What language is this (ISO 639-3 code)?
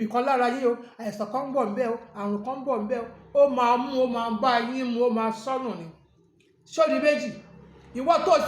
yor